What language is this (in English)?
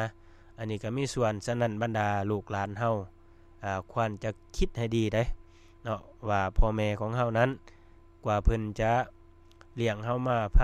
Lao